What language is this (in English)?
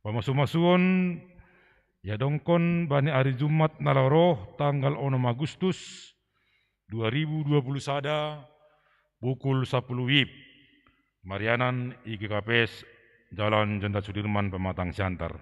Batak Simalungun